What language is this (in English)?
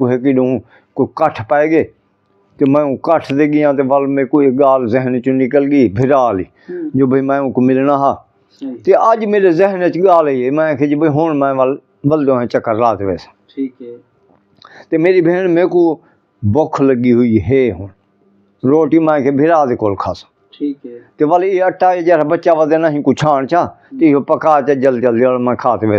Saraiki